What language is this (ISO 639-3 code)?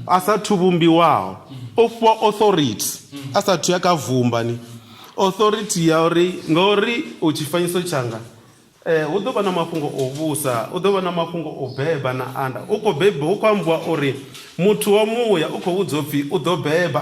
ven